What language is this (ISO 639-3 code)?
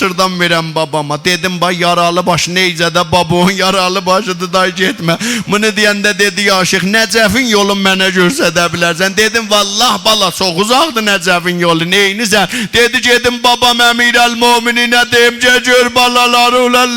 azb